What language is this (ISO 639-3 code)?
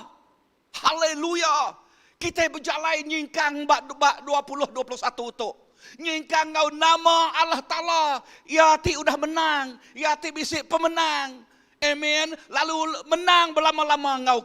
iba